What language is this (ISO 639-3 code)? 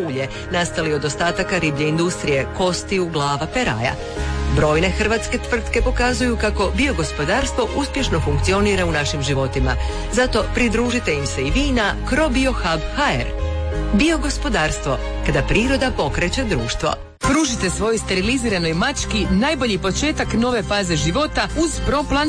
hrv